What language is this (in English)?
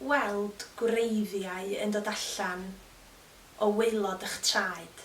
Welsh